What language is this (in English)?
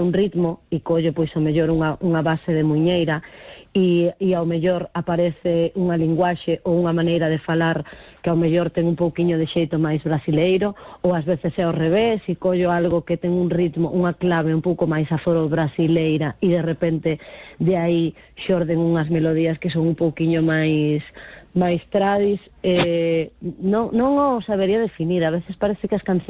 Galician